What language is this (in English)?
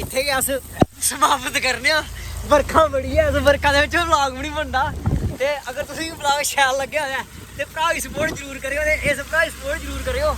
Dogri